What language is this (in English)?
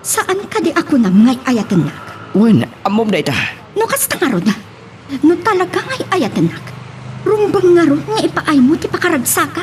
Iloko